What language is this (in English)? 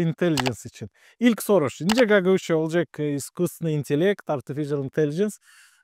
Gagauz